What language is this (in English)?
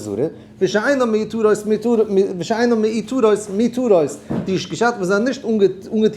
Yiddish